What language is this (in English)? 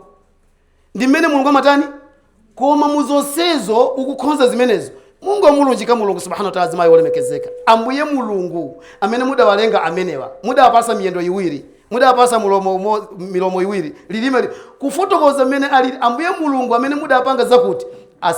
Nyanja